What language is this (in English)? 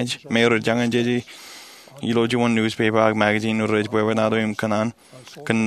Marshallese